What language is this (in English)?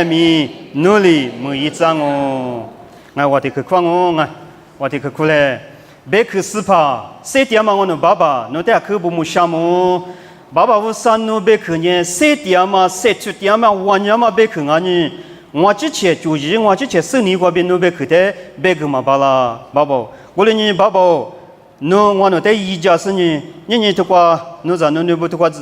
Lisu